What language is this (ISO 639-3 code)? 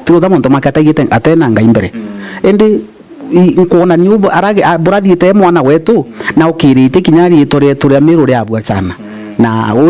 mer